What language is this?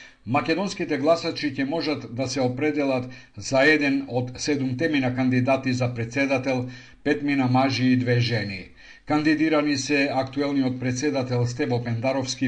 Macedonian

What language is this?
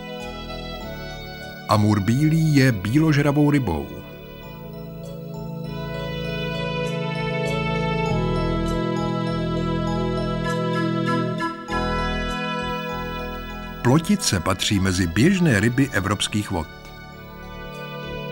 Czech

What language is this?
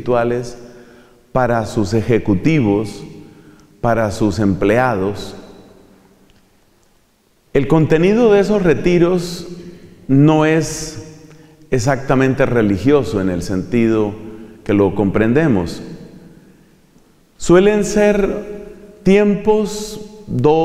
Spanish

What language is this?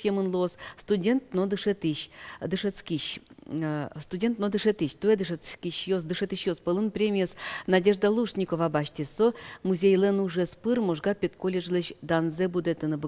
Udmurt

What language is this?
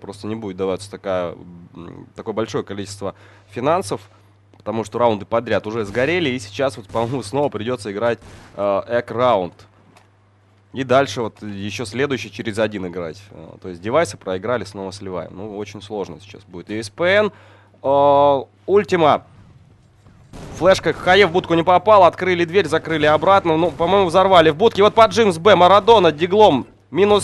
Russian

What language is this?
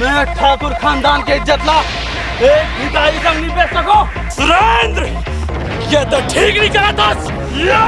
Chhattisgarhi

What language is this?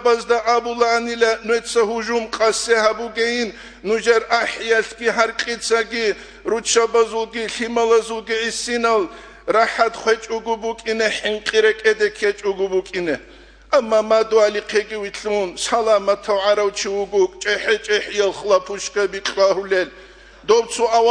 Avaric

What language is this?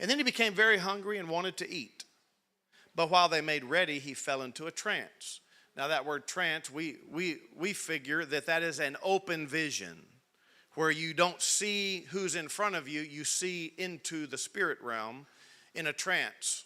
English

